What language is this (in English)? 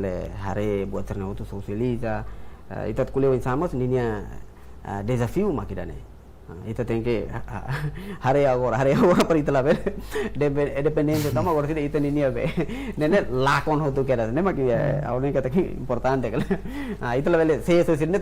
Tetum